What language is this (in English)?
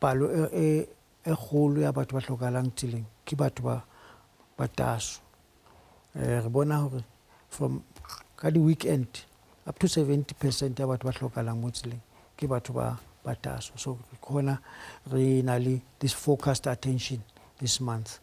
Southern Sotho